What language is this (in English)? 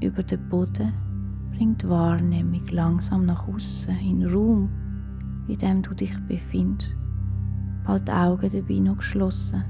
Swiss German